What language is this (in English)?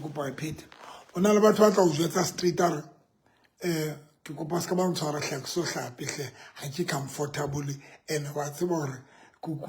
Southern Sotho